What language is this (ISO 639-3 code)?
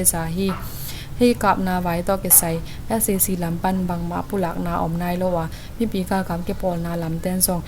ctd